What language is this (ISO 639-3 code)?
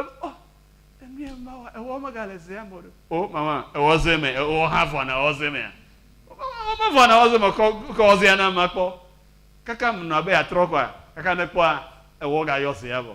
ewe